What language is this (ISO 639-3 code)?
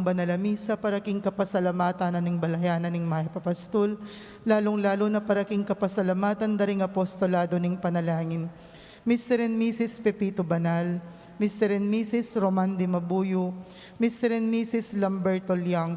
pam